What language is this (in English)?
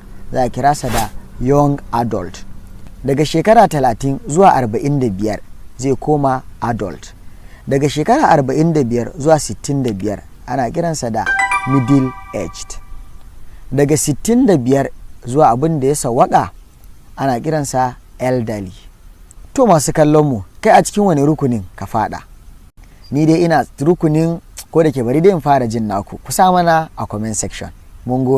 Hausa